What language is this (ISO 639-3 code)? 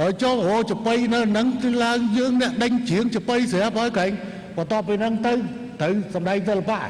khm